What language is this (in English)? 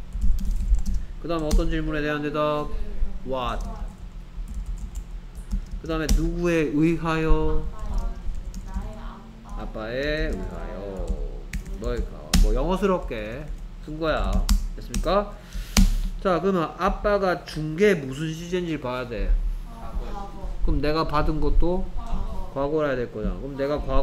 Korean